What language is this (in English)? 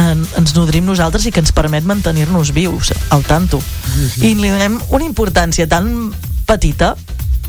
Catalan